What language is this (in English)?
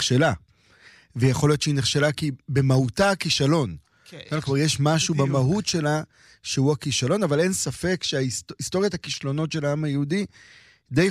Hebrew